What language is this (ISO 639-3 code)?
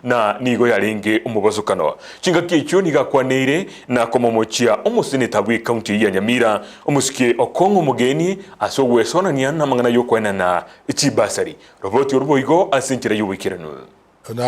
guz